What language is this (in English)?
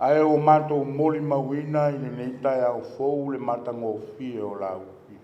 Samoan